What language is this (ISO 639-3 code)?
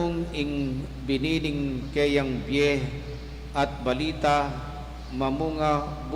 pam